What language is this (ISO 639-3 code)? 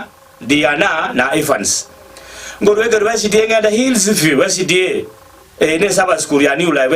guz